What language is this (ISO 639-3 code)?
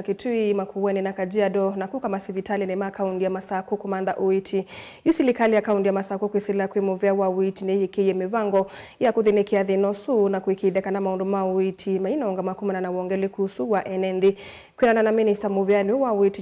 kam